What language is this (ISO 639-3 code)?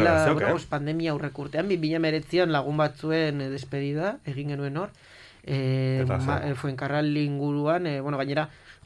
eus